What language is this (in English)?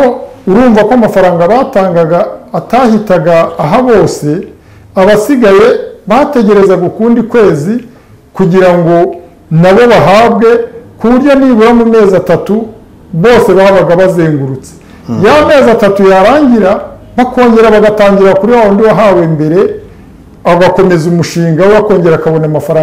Kinyarwanda